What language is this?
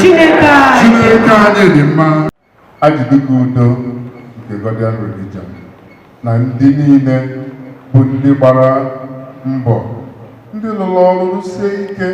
Igbo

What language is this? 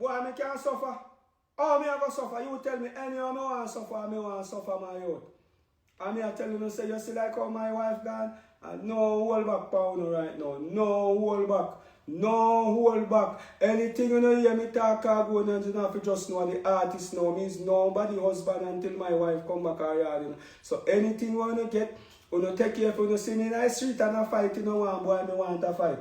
Jamaican Creole English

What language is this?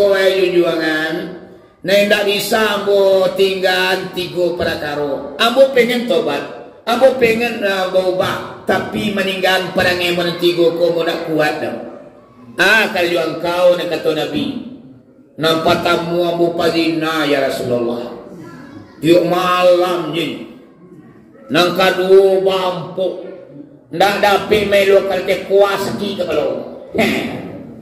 Minangkabau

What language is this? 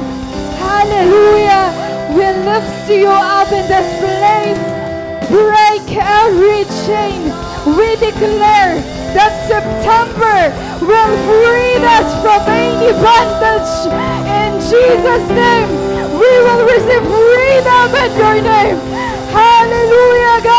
Waray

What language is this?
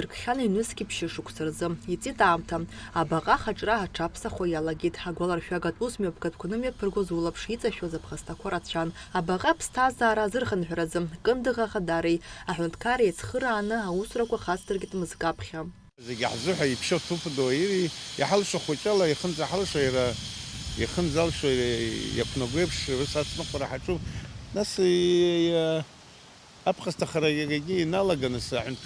Abkhazian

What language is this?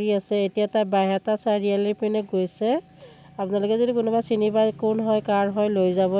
Assamese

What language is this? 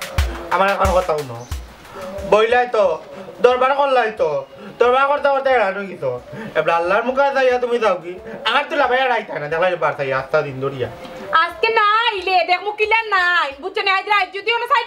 Sylheti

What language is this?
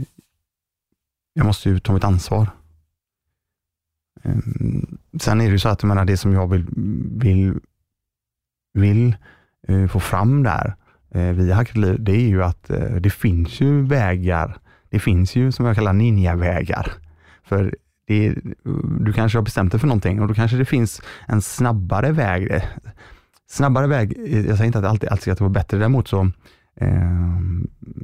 Swedish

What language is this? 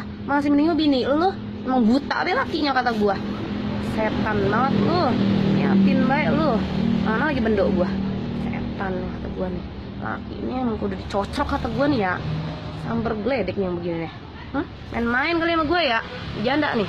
Betawi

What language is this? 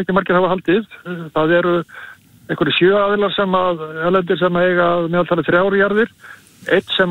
Icelandic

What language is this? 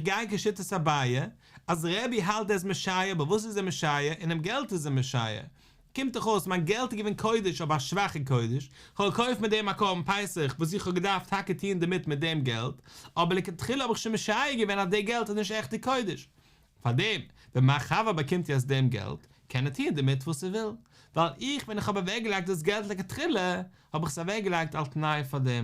Yiddish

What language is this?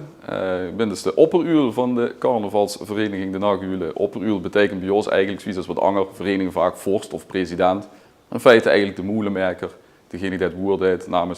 Limburgish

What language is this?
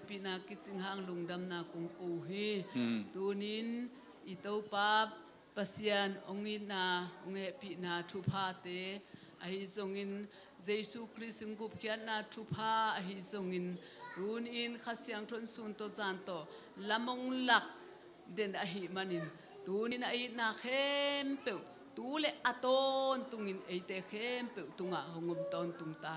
Tedim Chin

